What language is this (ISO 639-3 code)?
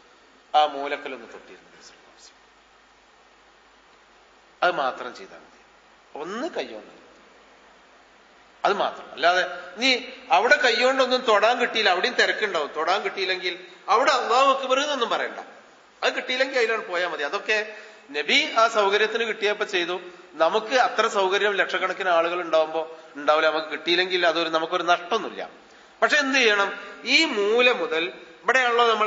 mal